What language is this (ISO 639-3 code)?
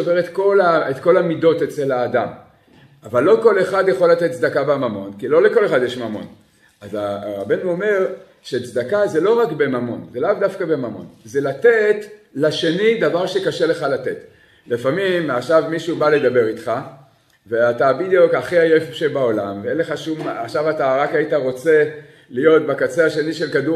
heb